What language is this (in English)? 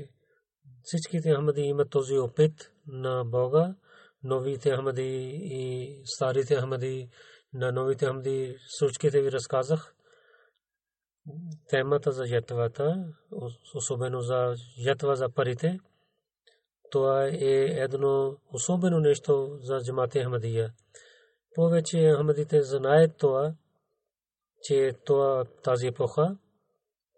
Bulgarian